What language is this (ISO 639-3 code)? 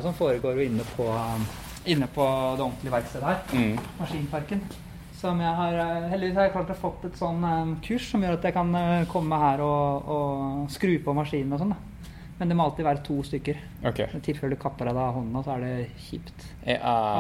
nor